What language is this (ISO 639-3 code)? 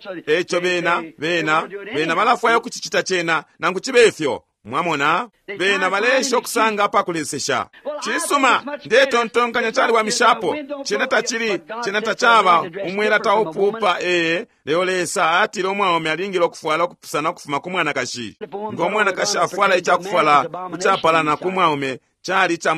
bem